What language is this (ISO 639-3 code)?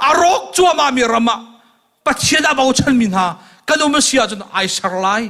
cnh